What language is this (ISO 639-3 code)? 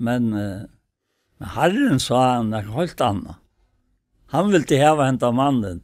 fao